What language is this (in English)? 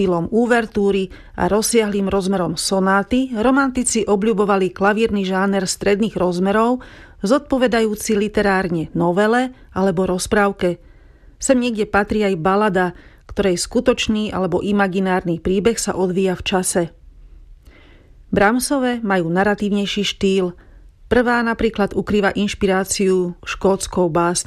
Slovak